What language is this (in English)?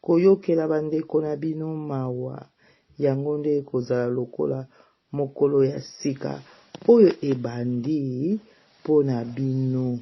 Lingala